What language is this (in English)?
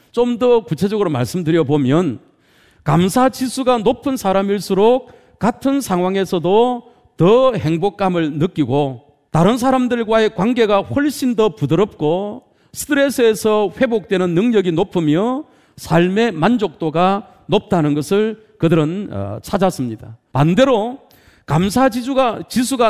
Korean